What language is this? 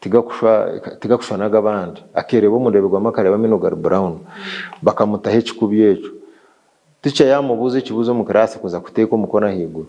Nyankole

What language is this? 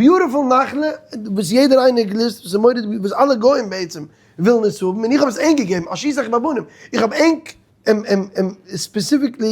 Yiddish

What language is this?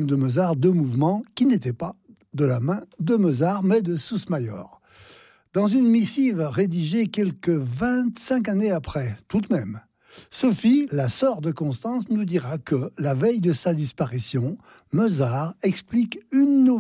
French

